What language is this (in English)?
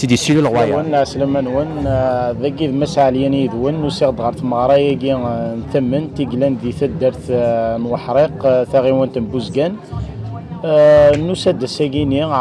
Kabyle